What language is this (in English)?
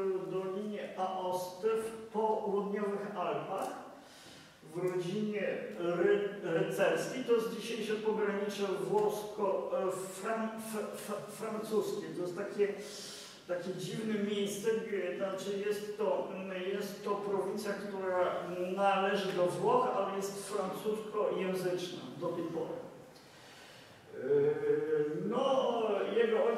Polish